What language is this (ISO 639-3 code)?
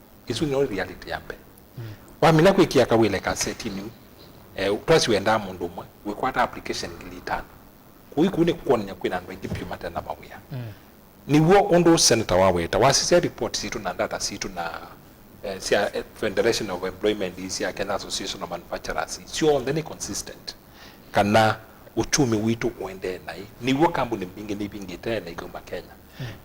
kam